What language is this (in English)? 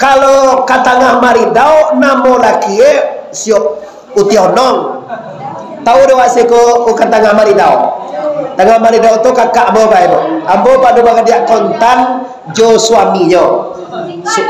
Minangkabau